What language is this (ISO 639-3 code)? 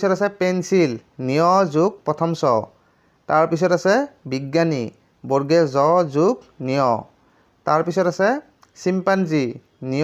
asm